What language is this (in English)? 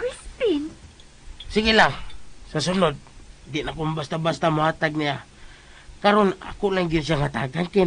Cebuano